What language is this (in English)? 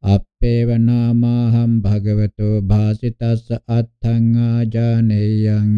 Pali